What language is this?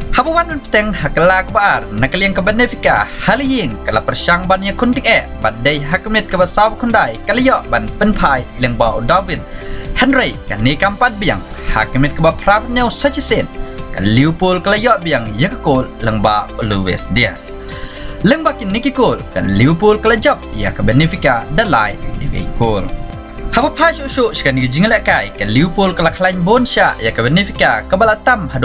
Khasi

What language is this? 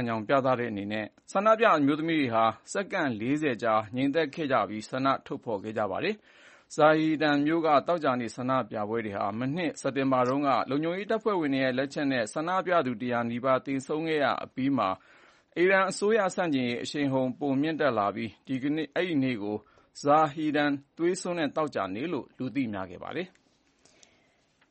Burmese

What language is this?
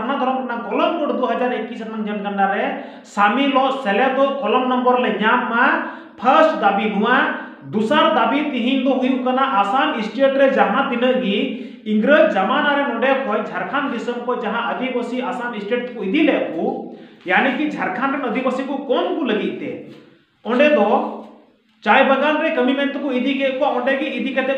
Santali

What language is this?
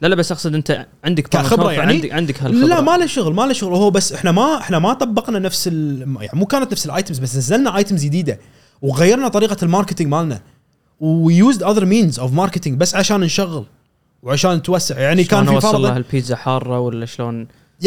Gulf Arabic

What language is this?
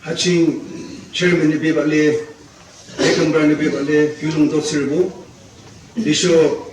Yimchungru Naga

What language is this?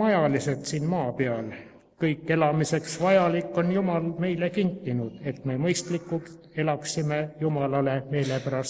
Estonian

